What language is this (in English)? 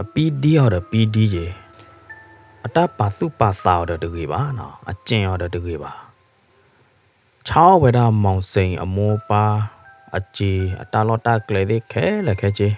S'gaw Karen